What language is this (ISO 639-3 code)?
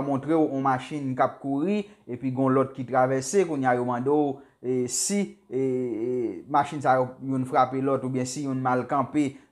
hat